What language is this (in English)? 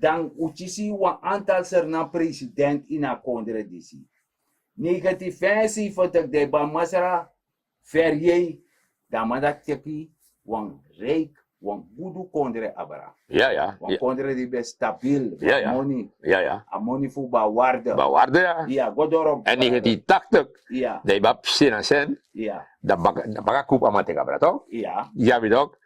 Sranan Tongo